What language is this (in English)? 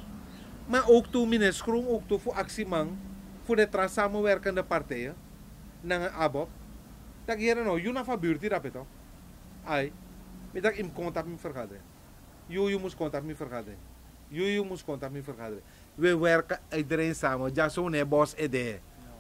Sranan Tongo